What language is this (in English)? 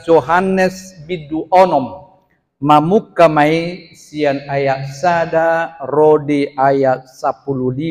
Batak Toba